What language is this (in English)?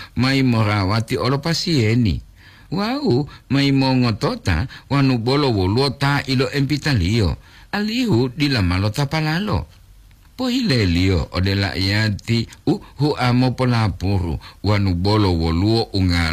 Gorontalo